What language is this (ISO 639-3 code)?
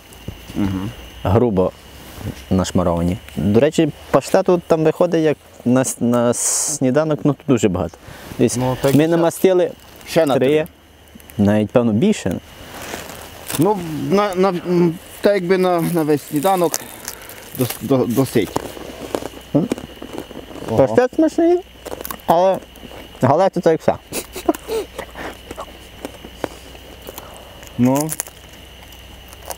ukr